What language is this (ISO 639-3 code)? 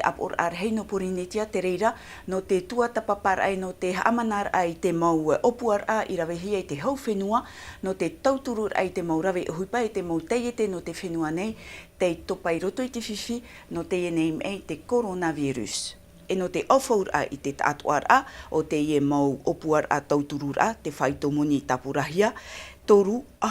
tah